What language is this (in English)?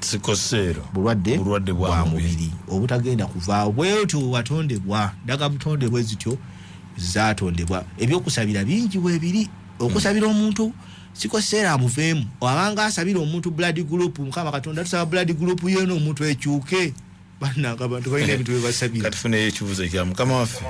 Ganda